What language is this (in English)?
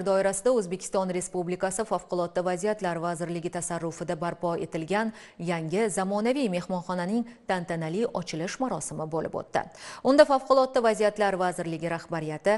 Uzbek